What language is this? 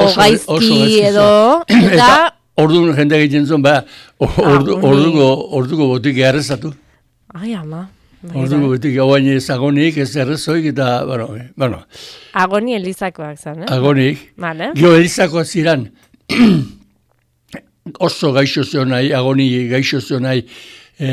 Basque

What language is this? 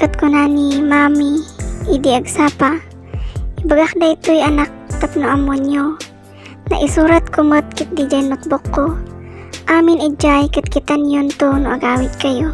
Iloko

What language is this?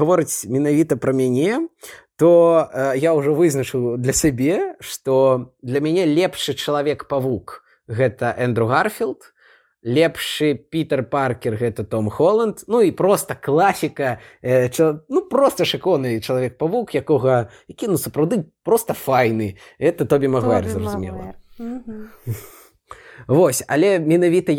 Belarusian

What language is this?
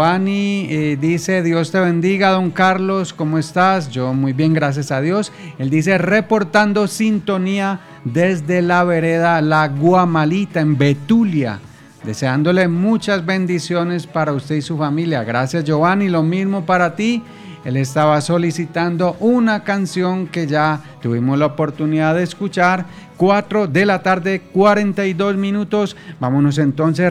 Spanish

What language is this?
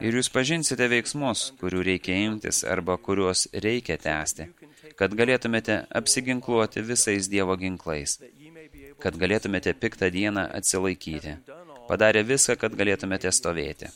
Lithuanian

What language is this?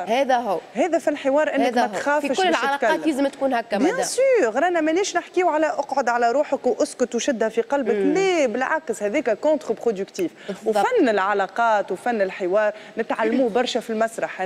Tunisian Arabic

